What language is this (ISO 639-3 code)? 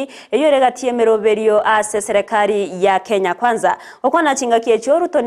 guz